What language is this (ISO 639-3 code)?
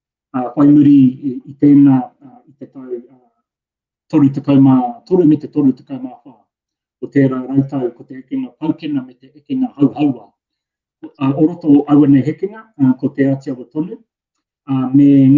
mri